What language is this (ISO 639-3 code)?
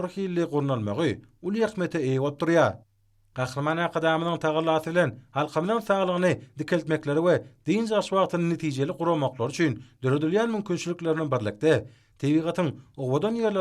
tuk